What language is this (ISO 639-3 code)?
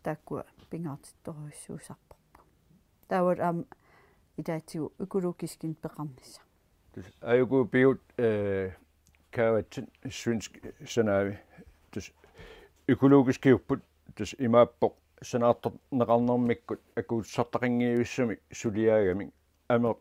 kal